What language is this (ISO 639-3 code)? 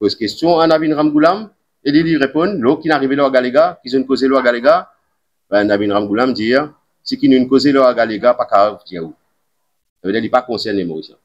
mfe